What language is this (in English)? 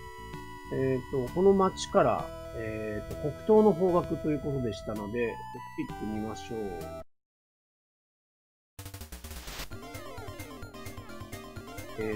Japanese